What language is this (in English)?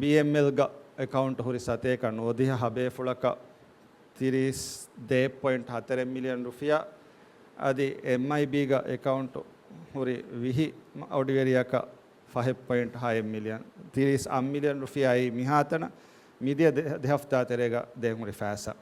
Divehi